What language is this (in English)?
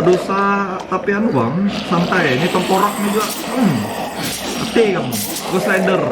Banjar